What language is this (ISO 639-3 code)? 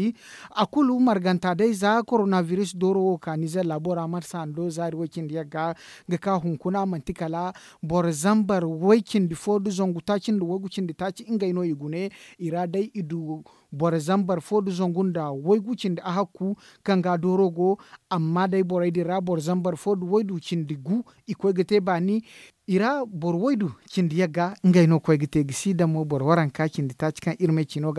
dje